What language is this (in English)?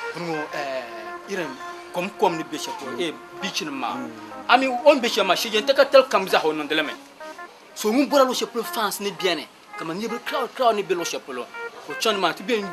Dagbani